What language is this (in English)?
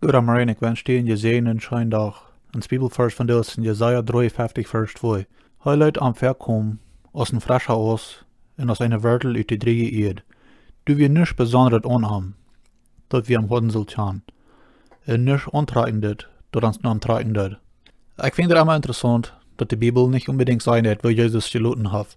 Plautdietsch